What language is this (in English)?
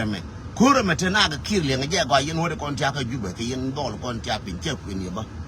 Nuer